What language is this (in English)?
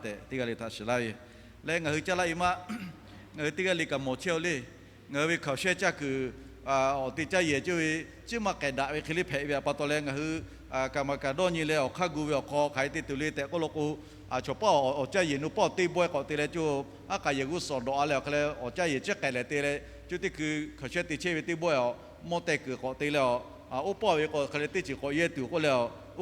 Lahu